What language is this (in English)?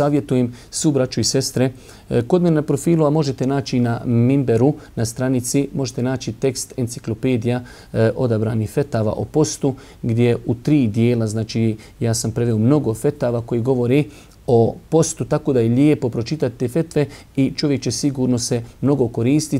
Bosnian